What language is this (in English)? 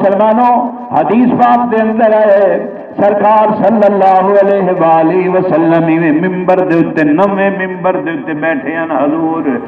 Saraiki